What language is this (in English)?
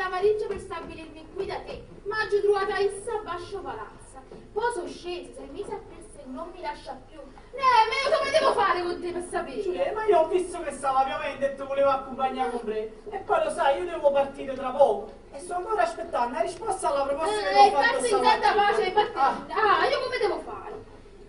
Neapolitan